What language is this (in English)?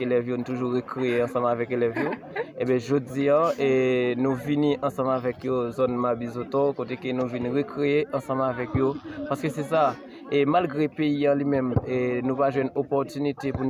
Haitian Creole